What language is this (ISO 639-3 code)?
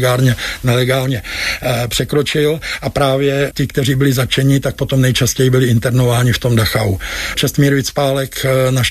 ces